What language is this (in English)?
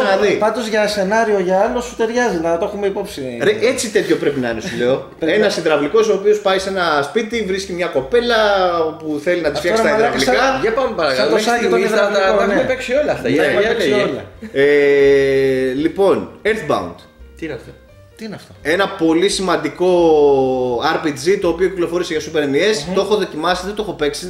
Greek